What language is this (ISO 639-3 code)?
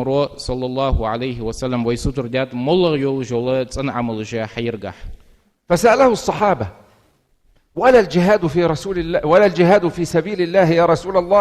inh